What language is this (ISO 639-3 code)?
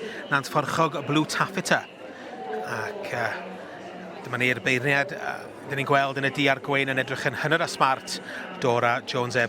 cym